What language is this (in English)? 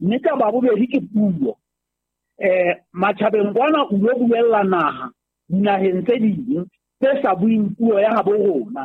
Southern Sotho